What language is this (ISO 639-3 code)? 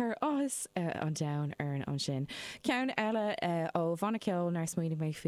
gle